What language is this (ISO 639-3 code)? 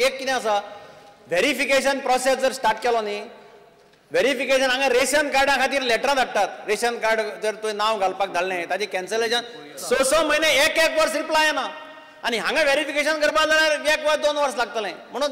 kok